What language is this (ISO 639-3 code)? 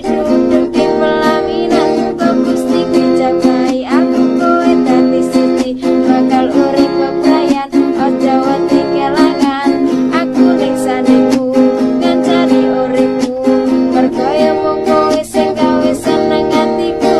jav